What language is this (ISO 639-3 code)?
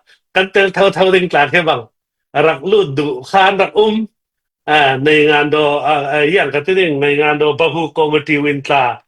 cfm